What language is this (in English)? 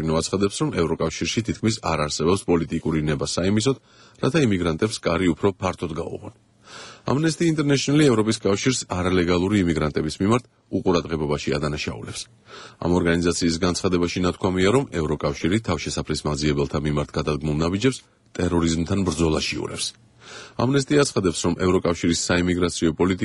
Georgian